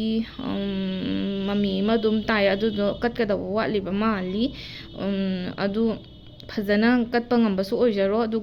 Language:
Manipuri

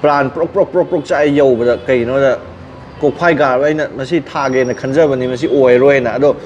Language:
Manipuri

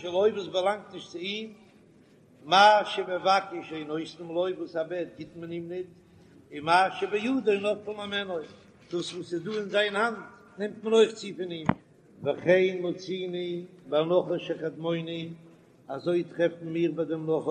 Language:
Yiddish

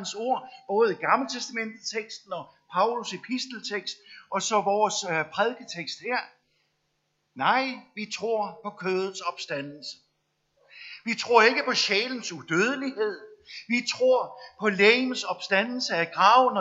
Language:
Danish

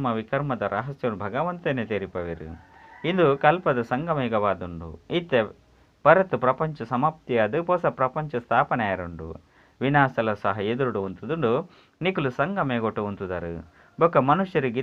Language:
Tulu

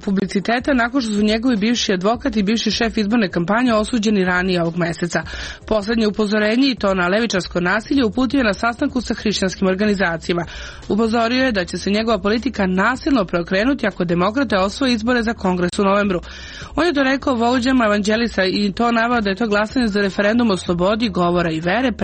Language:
Serbian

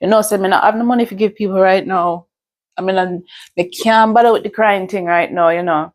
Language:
Jamaican Creole English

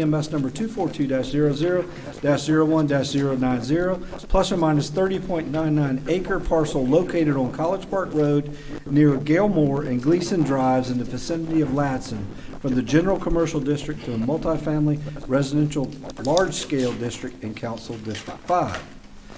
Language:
English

